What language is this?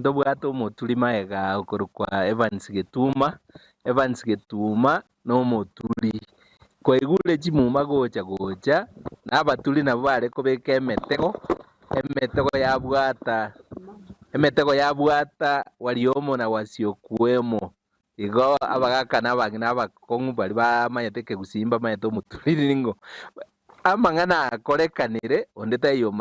Gusii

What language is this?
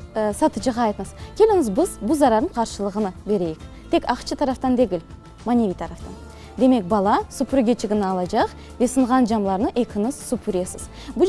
Crimean Tatar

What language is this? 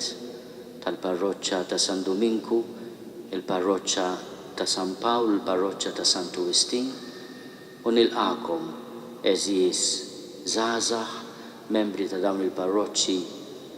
Maltese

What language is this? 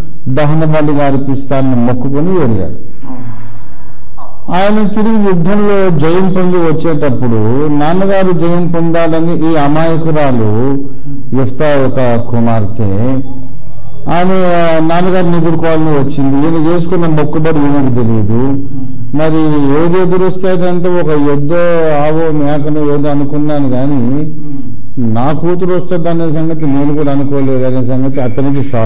Telugu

